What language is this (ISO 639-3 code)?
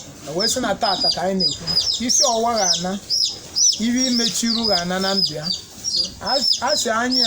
ibo